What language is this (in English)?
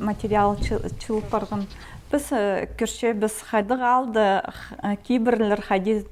Khakas